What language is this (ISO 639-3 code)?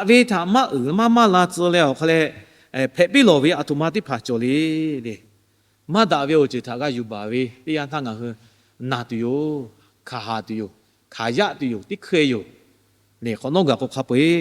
lhu